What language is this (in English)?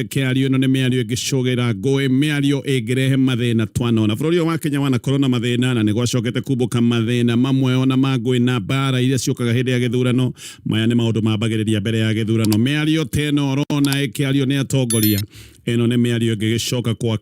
Kikuyu